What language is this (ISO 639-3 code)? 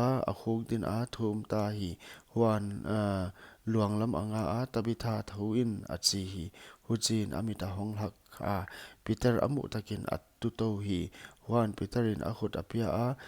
pck